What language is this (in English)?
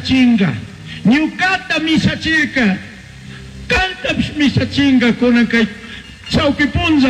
Chimborazo Highland Quichua